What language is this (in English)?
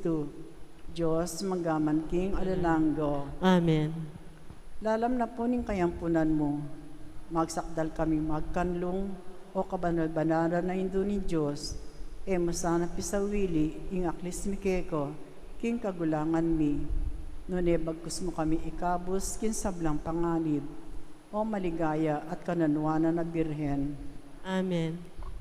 Pampanga